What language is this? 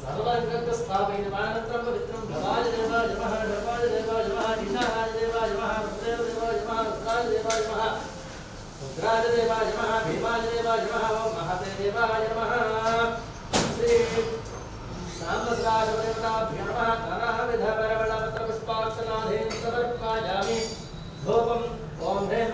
Sanskrit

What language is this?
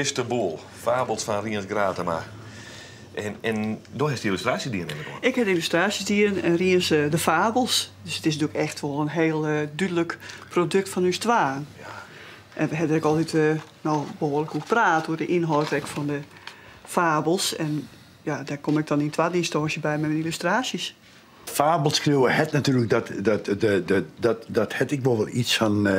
Western Frisian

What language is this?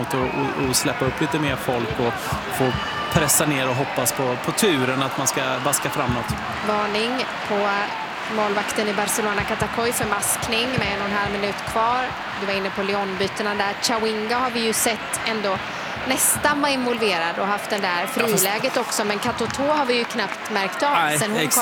Swedish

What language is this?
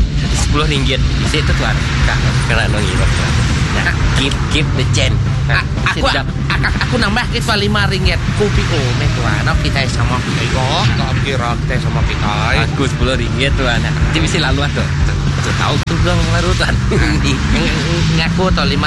Iban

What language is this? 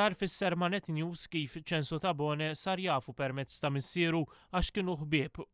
Maltese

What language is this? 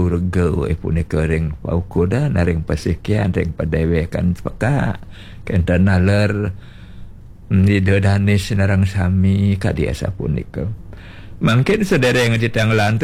Balinese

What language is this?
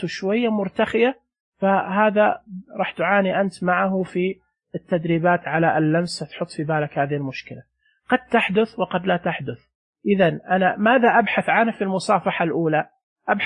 Najdi Arabic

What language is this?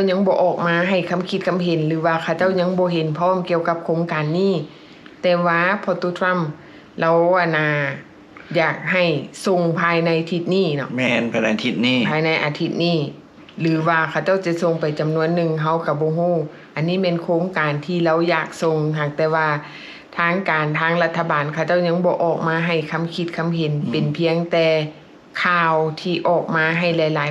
Lao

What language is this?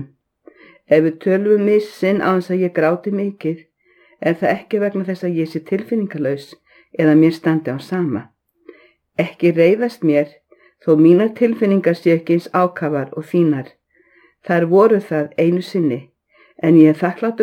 Icelandic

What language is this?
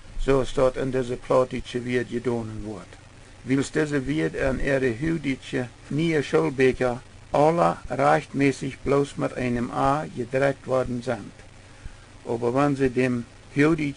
Plautdietsch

